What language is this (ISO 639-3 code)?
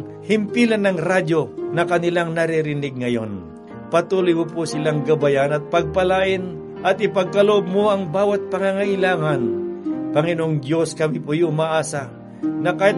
fil